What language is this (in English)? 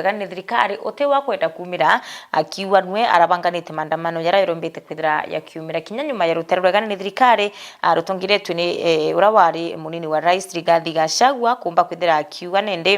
Meru